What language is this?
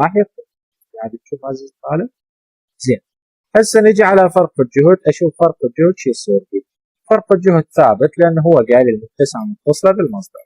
Mesopotamian Arabic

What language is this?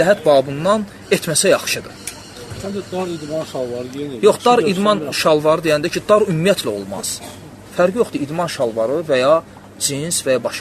Azerbaijani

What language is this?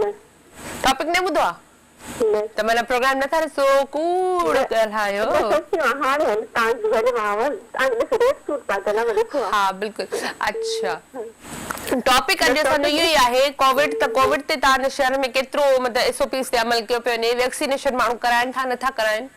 Sindhi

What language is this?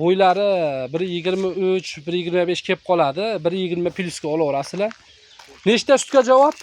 Uzbek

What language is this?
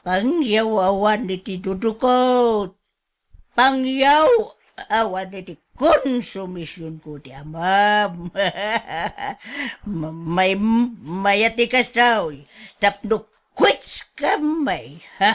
Iloko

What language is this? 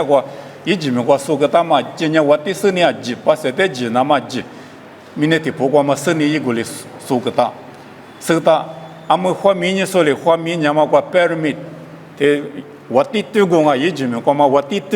Lisu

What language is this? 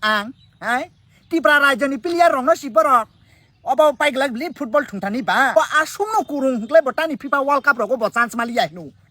Kok Borok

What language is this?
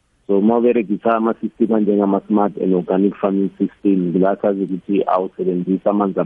South Ndebele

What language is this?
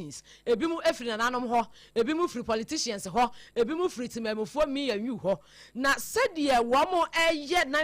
Akan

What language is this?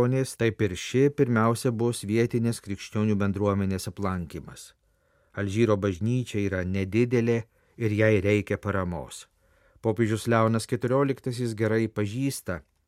Lithuanian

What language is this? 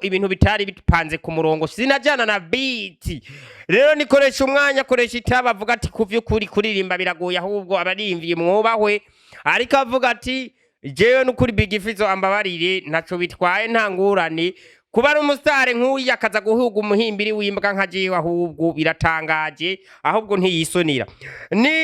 Rundi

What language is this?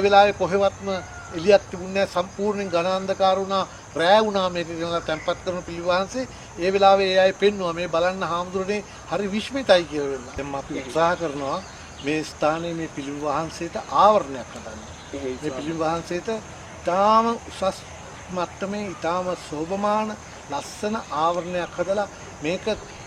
Sinhala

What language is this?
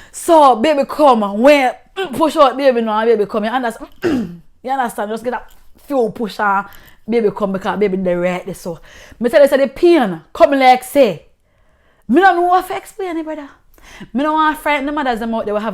Jamaican Creole English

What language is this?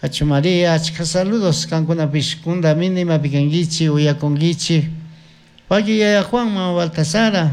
Chimborazo Highland Quichua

